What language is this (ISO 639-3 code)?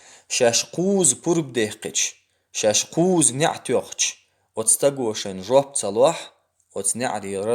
che